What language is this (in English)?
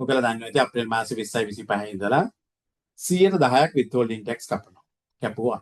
Sinhala